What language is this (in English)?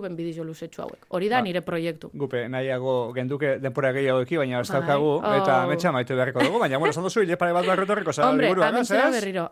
Basque